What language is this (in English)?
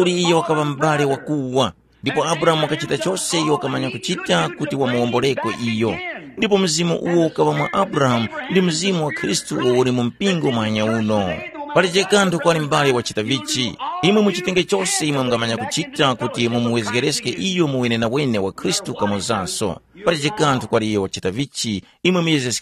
Tumbuka